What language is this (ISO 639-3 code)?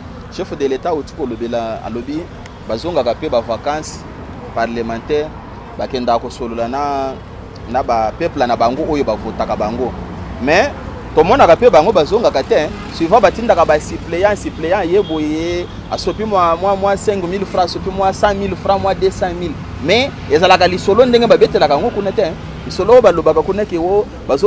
lin